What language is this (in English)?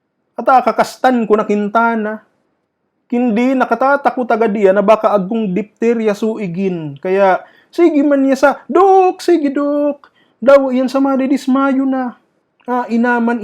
Bikol